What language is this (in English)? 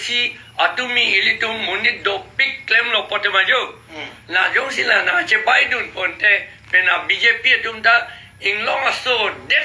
Karbi